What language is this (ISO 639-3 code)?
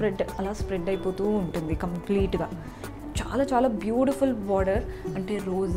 tel